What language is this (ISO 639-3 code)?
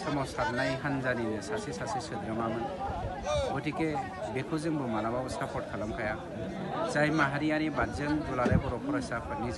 brx